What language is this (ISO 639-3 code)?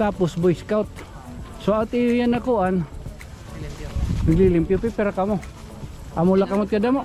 war